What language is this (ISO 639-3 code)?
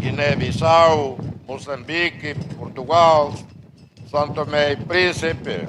tet